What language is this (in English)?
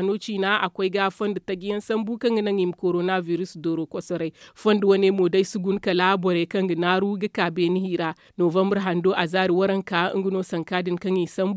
Zarma